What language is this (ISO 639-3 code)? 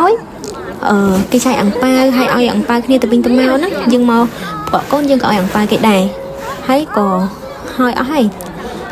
khm